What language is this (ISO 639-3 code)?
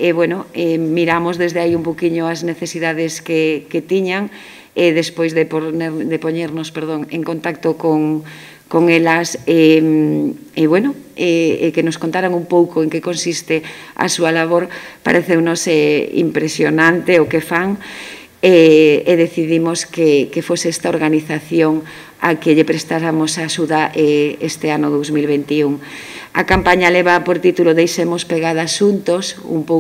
glg